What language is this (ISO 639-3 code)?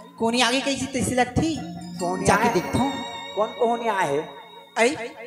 hne